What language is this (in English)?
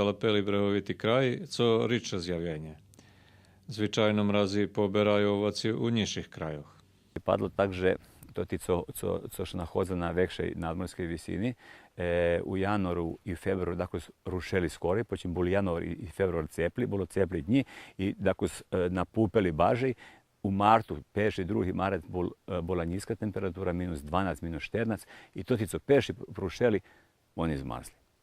Rusyn